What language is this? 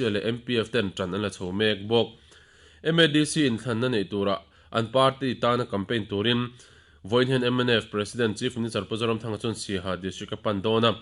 Mizo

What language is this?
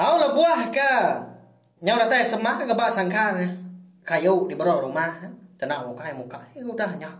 Iban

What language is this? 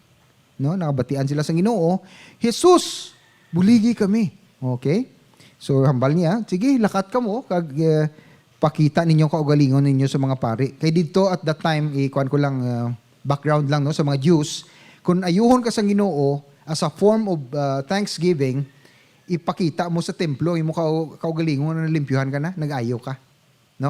Hiligaynon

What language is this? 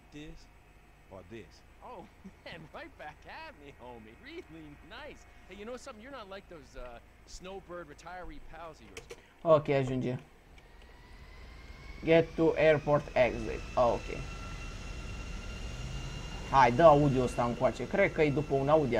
Romanian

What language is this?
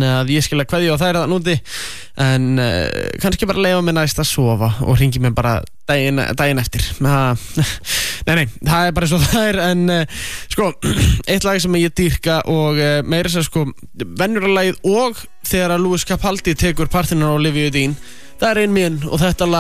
Icelandic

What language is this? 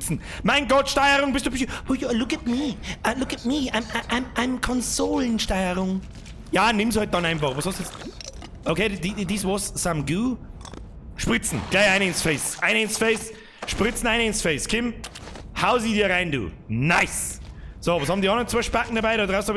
Bavarian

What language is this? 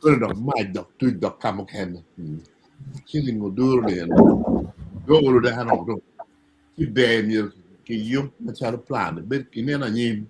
Acoli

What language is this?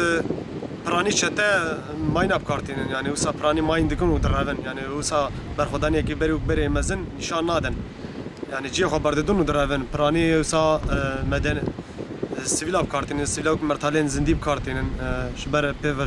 Kurdish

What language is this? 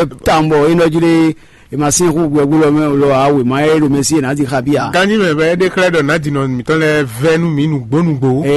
Fon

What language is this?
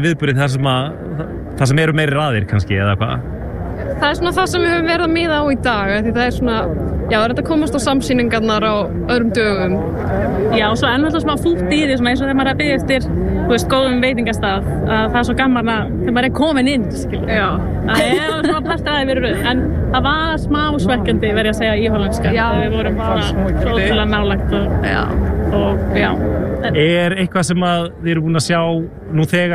Icelandic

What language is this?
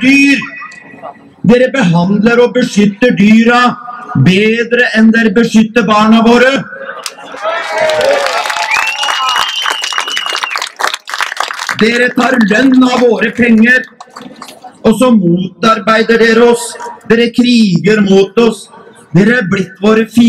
Norwegian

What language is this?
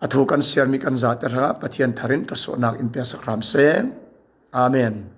Falam Chin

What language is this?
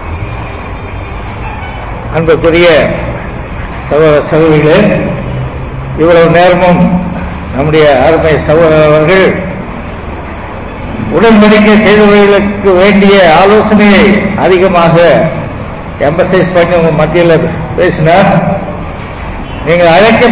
Tamil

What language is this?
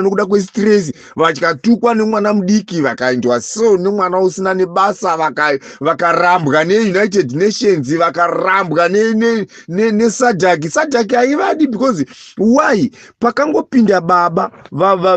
Shona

